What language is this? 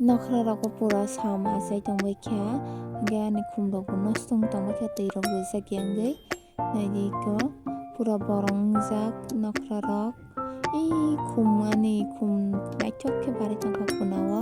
Kok Borok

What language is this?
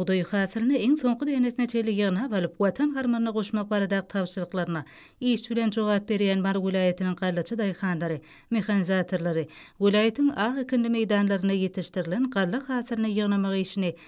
Turkmen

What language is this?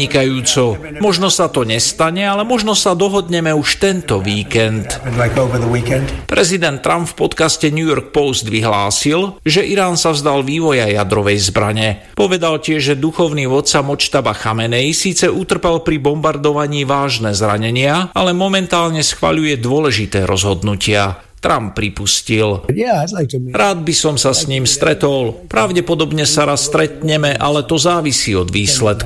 Slovak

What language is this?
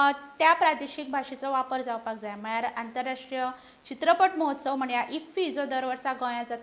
Konkani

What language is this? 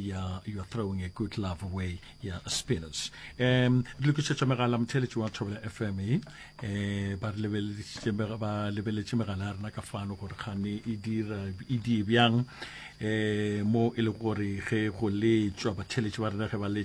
Northern Sotho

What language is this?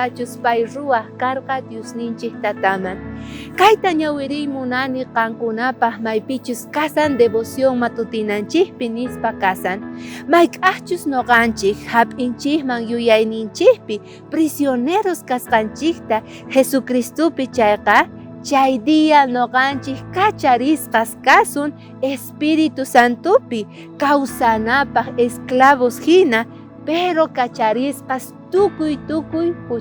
South Bolivian Quechua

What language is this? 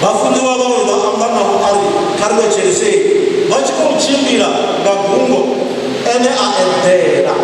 Venda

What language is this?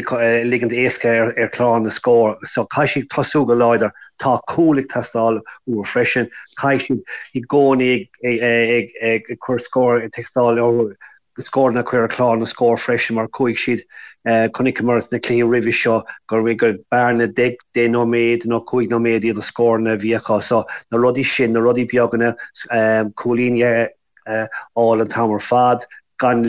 Irish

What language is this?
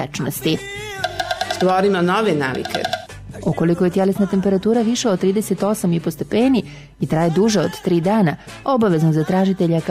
Bosnian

